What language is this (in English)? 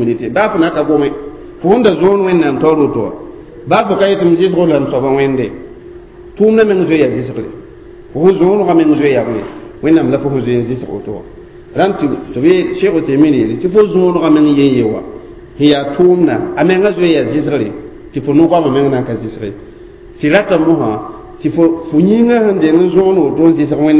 Mossi